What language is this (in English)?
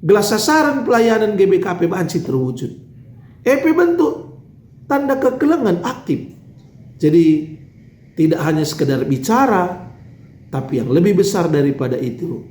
Batak Karo